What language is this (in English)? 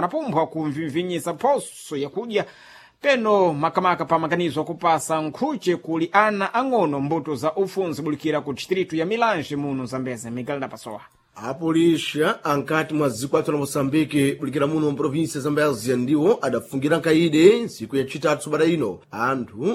Sena